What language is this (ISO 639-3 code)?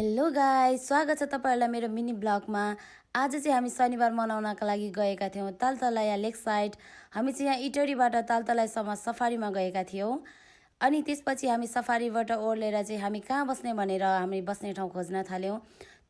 nep